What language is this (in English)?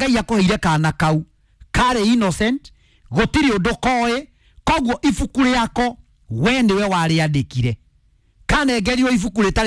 Kikuyu